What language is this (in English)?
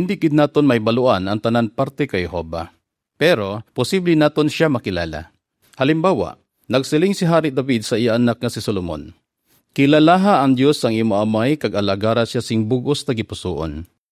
Hiligaynon